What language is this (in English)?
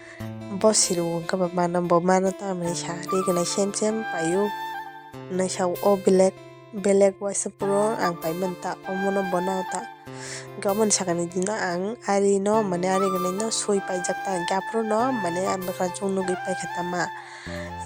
Kok Borok